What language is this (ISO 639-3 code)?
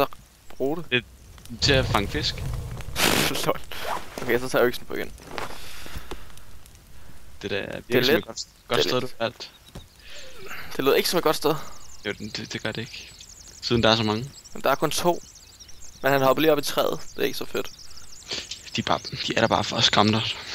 dan